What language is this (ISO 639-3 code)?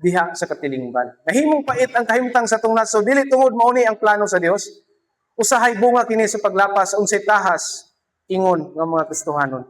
ceb